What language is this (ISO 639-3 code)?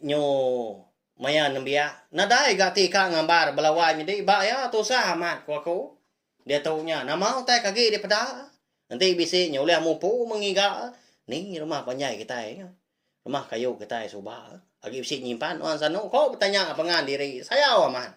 iba